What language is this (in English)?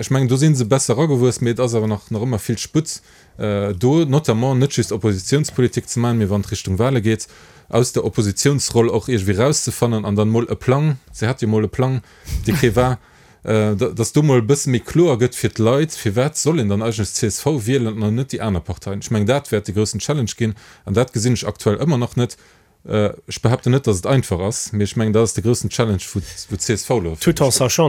Luxembourgish